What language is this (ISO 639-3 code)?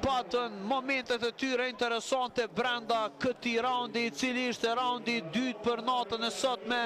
sqi